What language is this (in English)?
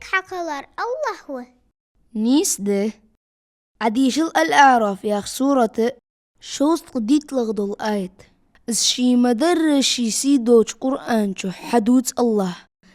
Ingush